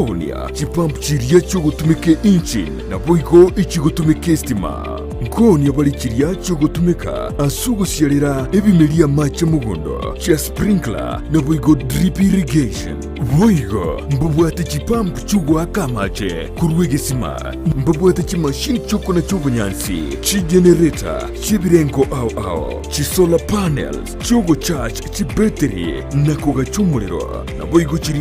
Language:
Gusii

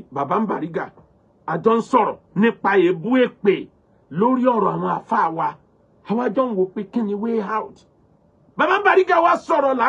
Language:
Yoruba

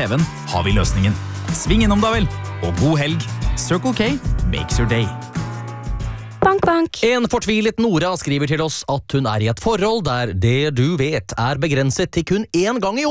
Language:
Norwegian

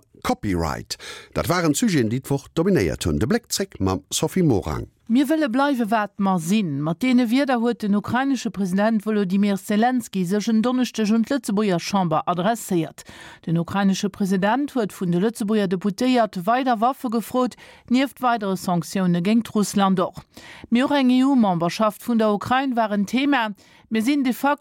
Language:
Luxembourgish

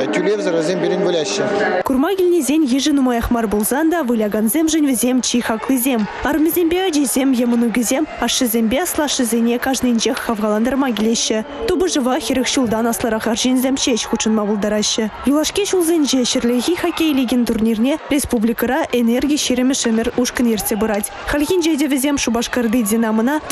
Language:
Chuvash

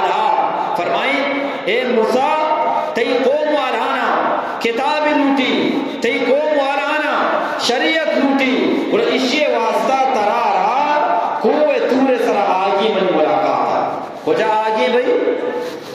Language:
Eastern Balochi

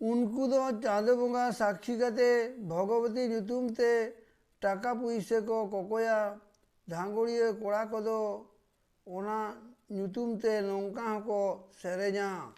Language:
Santali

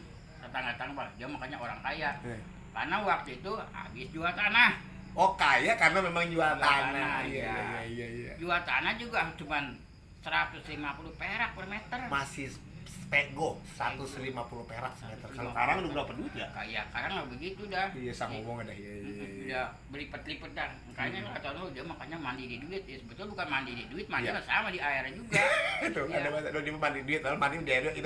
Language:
Betawi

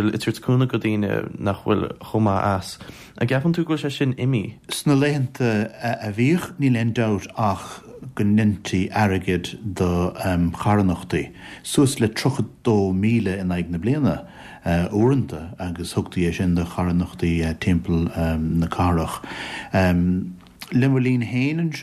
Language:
Irish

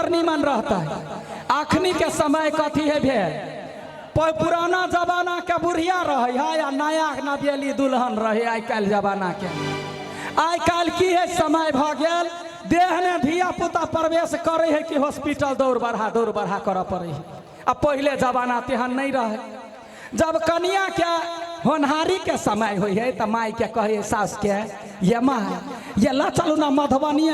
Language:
Maithili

